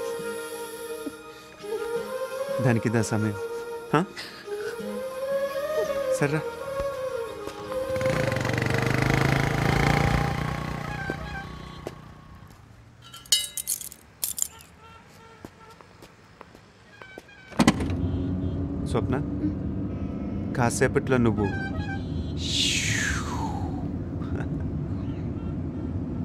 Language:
Telugu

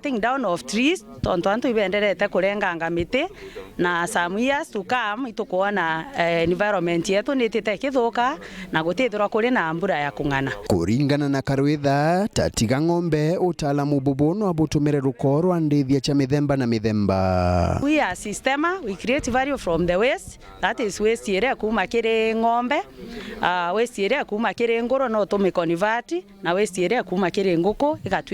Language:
Meru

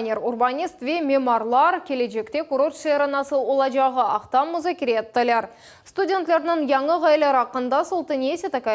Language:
Crimean Tatar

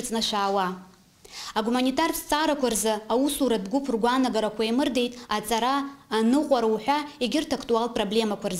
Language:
Abkhazian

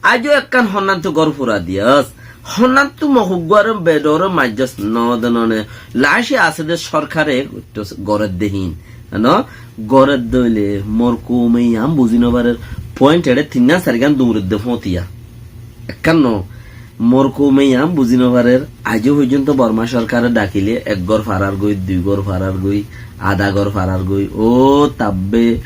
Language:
Rohingya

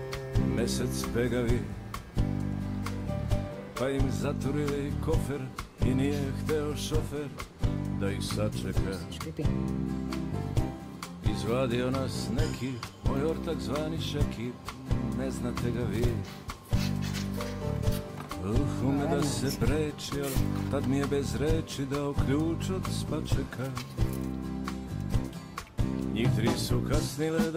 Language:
Serbian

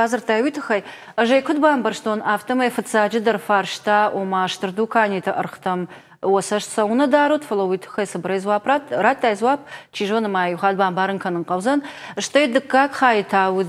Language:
Ossetic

